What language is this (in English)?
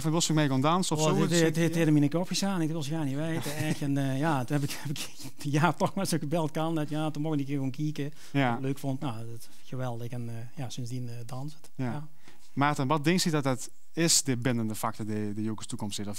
Limburgish